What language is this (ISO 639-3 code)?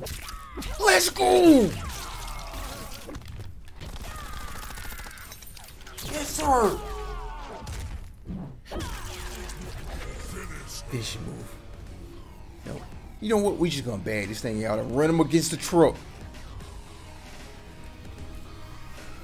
eng